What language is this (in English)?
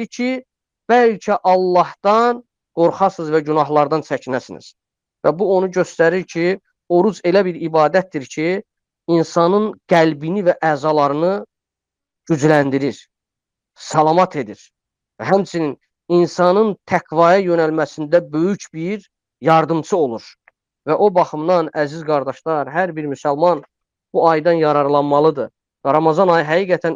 Azerbaijani